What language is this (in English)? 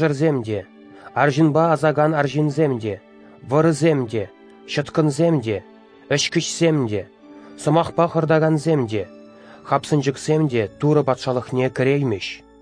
Chuvash